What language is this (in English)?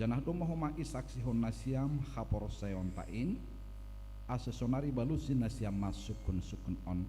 Batak Simalungun